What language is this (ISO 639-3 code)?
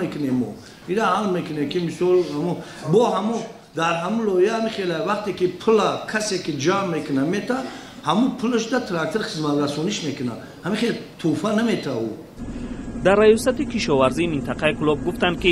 tgk